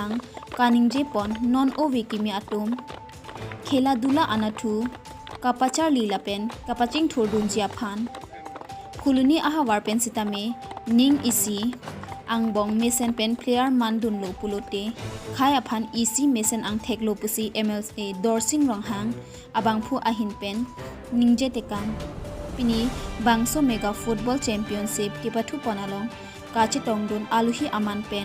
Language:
Karbi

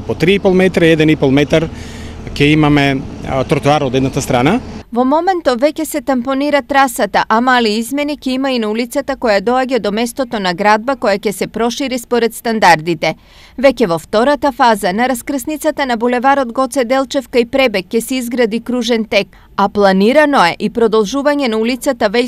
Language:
Macedonian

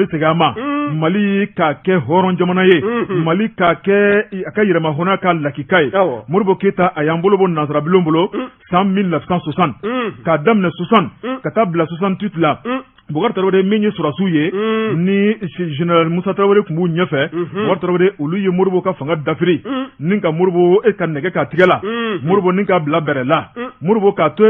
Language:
Bambara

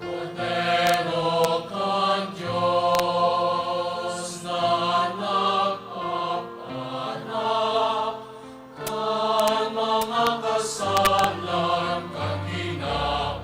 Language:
Bikol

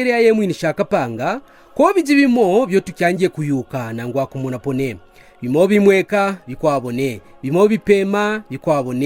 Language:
Kaonde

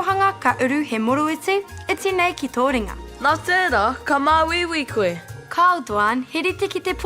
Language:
Māori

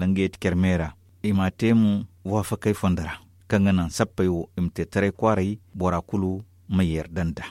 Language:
Zarma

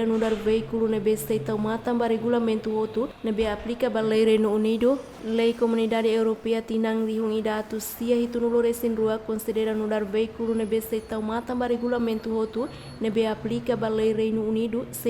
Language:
Tetum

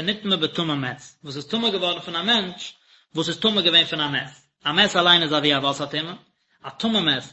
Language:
Yiddish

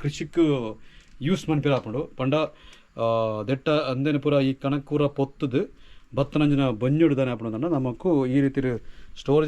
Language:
Tulu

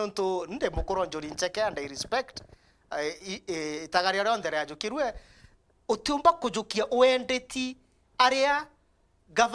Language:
Meru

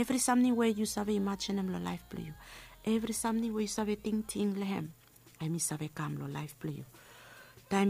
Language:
Bislama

